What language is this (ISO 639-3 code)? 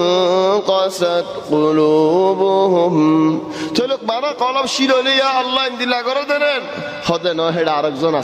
ben